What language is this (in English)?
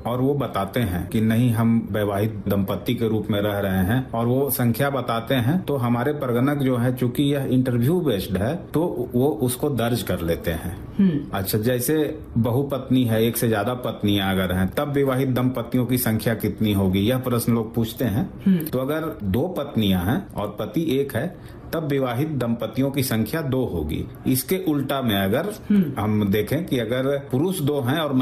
Hindi